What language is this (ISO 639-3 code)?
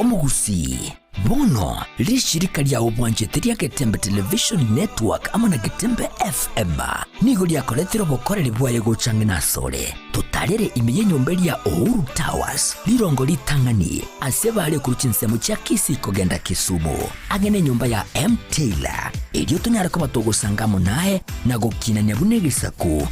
guz